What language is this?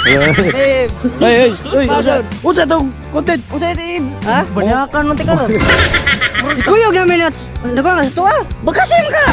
Cebuano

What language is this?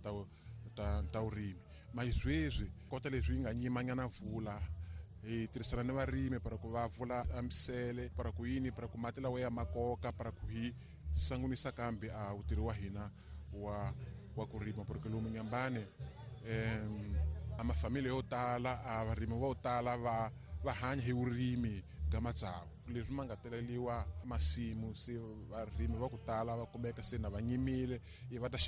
Tsonga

